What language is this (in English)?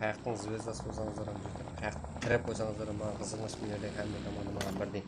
Kara-Kalpak